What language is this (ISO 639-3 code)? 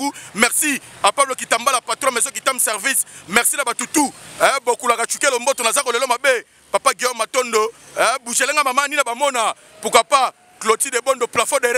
lin